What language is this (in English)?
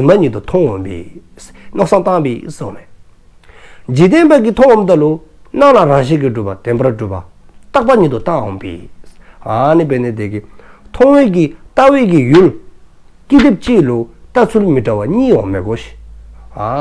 Dzongkha